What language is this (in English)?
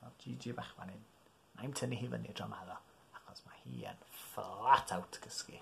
Welsh